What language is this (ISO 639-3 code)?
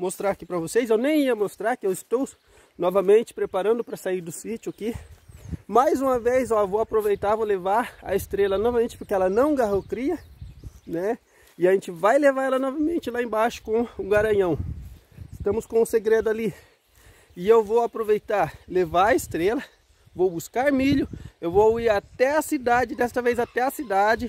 por